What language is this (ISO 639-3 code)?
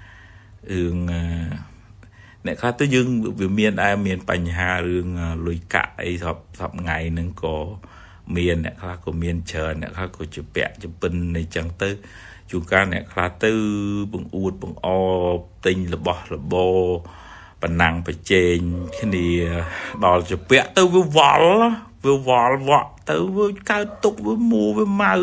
khm